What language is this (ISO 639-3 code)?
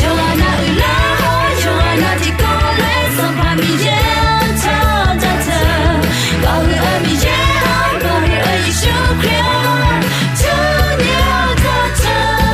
ahk